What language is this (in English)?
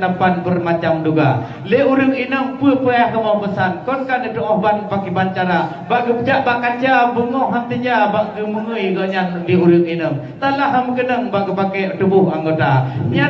Achinese